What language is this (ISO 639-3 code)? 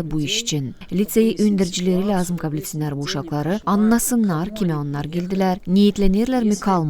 gag